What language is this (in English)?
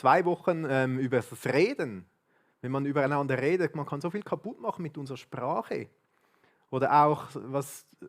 Swiss German